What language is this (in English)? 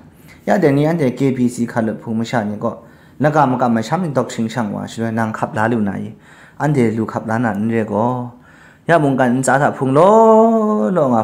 Kachin